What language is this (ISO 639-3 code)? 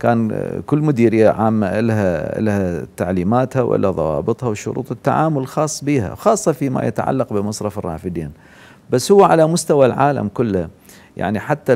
acm